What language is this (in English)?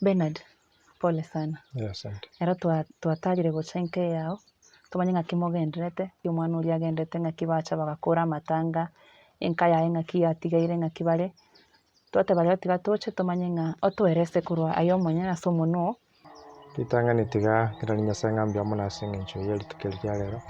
Gusii